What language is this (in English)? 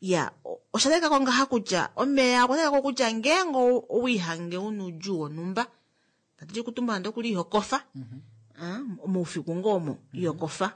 Kuanyama